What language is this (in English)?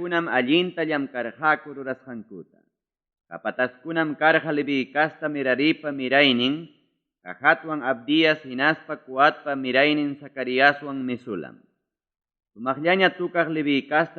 Ayacucho Quechua